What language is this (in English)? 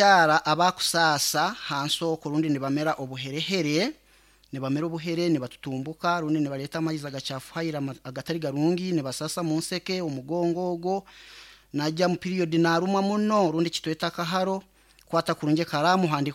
Nyankole